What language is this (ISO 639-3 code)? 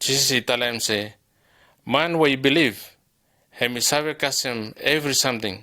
bis